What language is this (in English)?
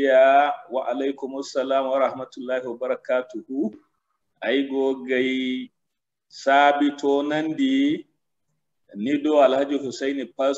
Zarma